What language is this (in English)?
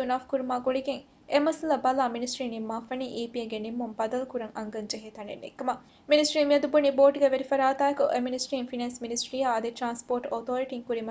Divehi